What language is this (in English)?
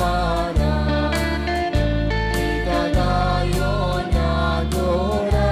Konkani